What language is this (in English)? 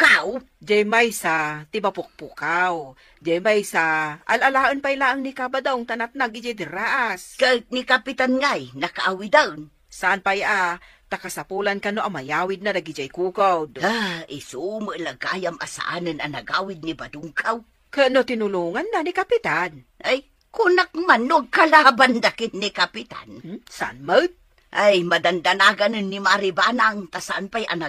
Iloko